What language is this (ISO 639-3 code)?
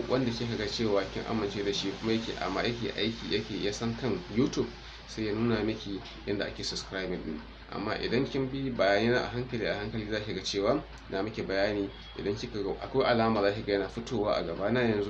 hau